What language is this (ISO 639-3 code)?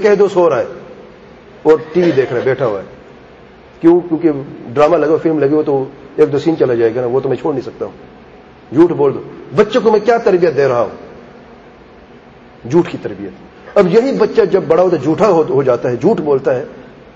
urd